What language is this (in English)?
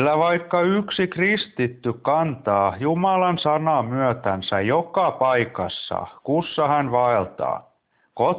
Finnish